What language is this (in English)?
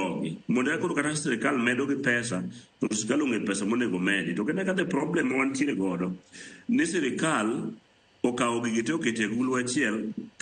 Luo (Kenya and Tanzania)